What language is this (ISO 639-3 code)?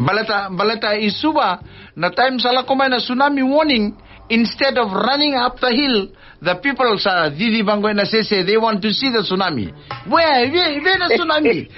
fij